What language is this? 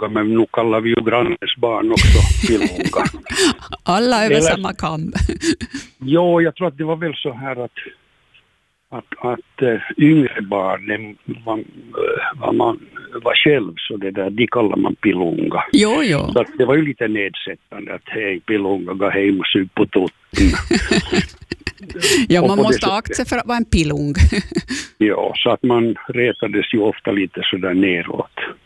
Swedish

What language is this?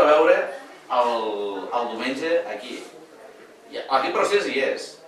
Catalan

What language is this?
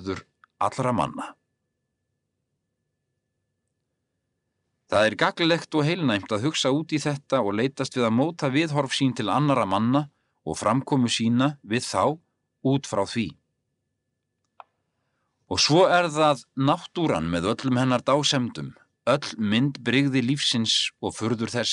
Icelandic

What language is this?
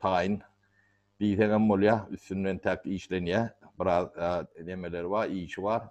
Turkmen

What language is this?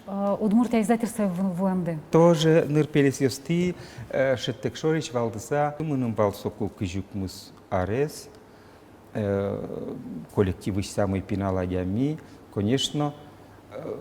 Udmurt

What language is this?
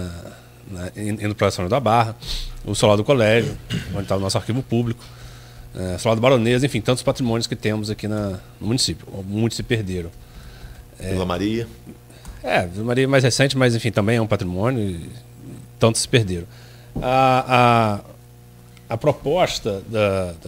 Portuguese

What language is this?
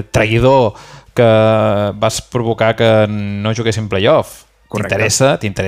Catalan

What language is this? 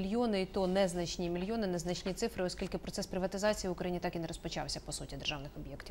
Ukrainian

